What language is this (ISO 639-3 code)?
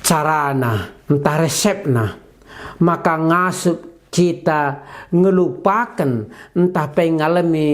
btx